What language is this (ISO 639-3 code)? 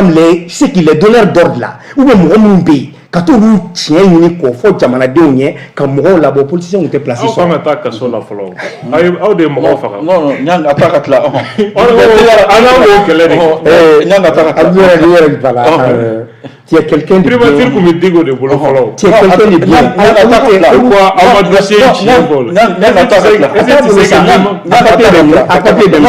bam